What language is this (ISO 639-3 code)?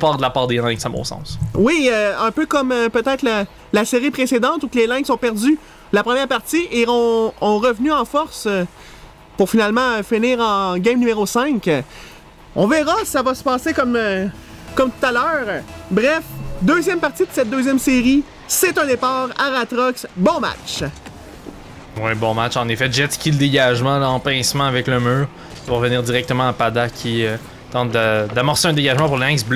fra